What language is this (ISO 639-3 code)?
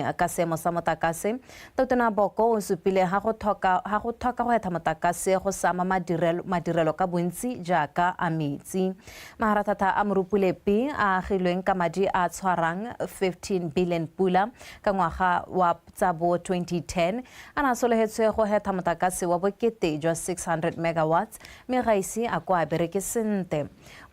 tsn